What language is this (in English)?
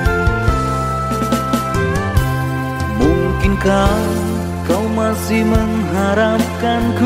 Indonesian